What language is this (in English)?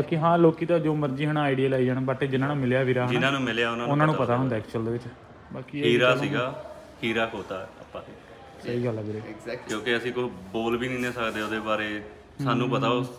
Punjabi